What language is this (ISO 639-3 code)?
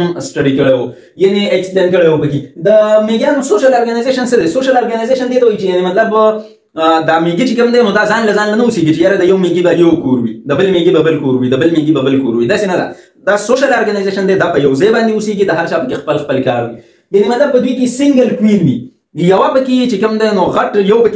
pus